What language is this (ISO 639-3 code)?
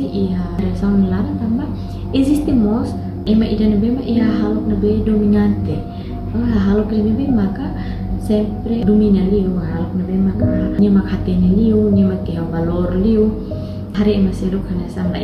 tet